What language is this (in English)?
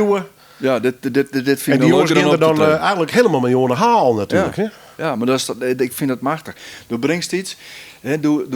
Western Frisian